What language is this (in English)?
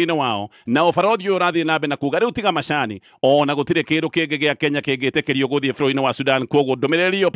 Kikuyu